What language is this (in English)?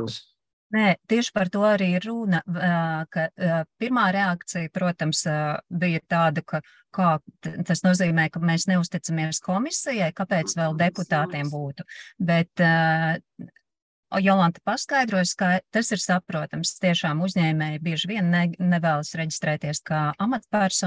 Latvian